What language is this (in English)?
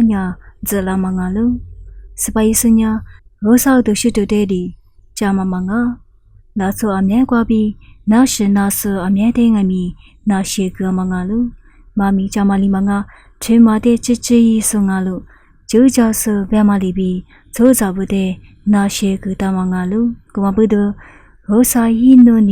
Lisu